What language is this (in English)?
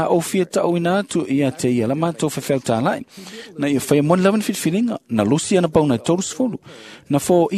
Samoan